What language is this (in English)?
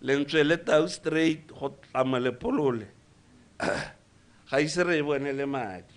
Tswana